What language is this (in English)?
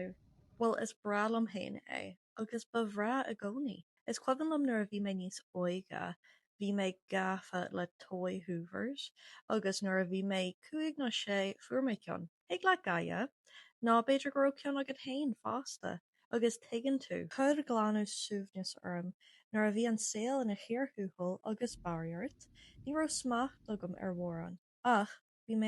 Irish